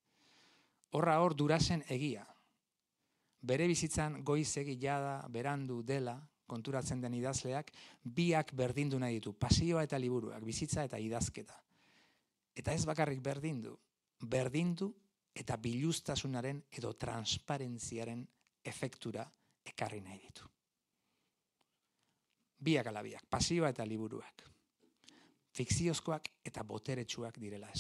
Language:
Basque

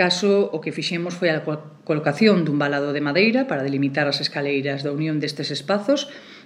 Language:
Galician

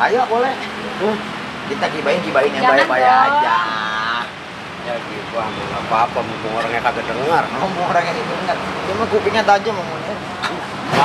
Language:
Betawi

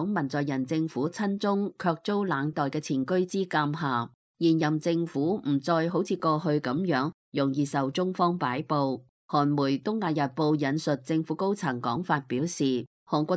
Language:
Cantonese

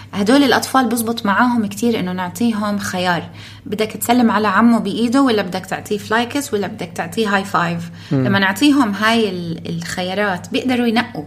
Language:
North Levantine Arabic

